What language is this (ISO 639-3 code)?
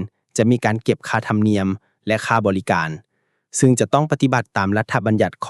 lao